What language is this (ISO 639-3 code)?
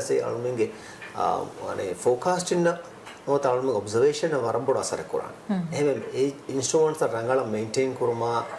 div